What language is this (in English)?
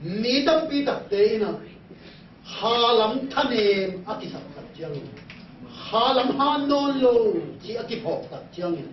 Tedim Chin